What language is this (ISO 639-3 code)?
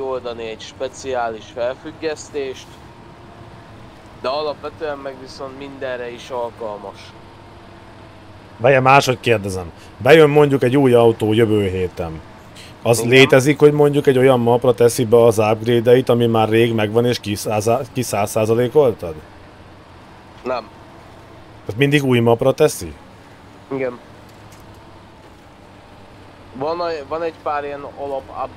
hun